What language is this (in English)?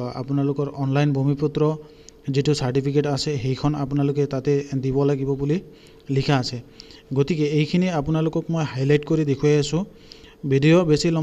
Assamese